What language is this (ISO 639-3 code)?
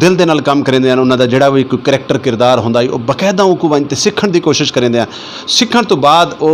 skr